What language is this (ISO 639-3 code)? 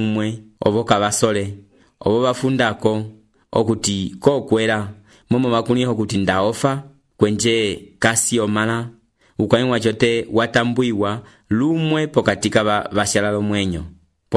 umb